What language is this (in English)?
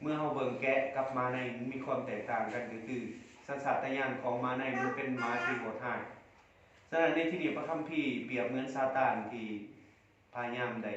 Lao